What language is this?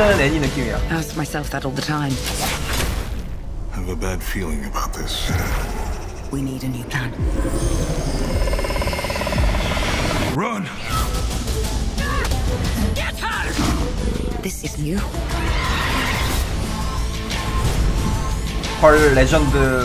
Korean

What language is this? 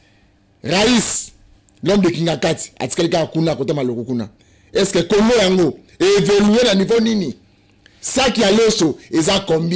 Lingala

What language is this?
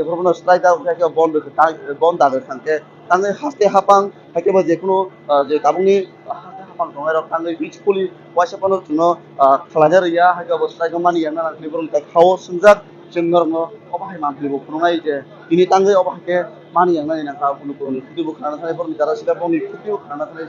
Riang (India)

